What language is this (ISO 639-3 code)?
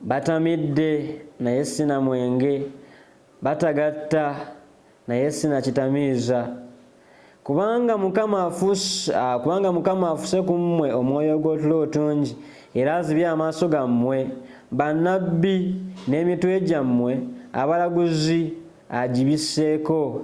lug